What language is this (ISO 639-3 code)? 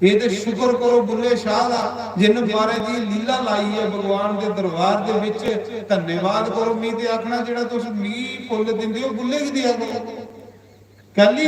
doi